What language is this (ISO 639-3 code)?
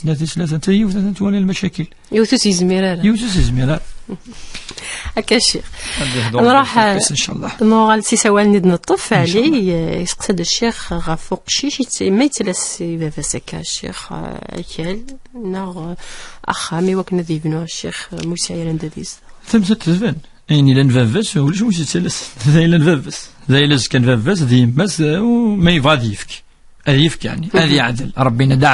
kab